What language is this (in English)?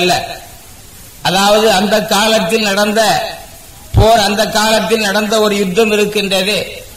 Tamil